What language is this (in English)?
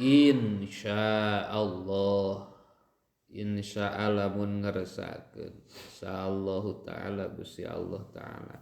Sundanese